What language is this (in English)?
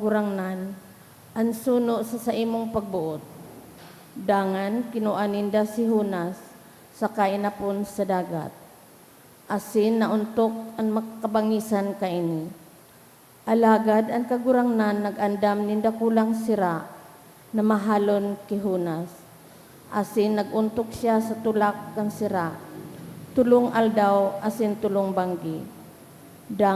Bikol